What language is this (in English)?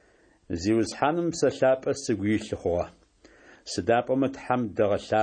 Adyghe